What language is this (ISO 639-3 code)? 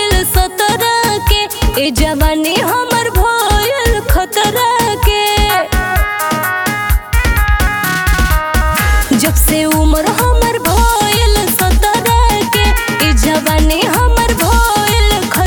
bho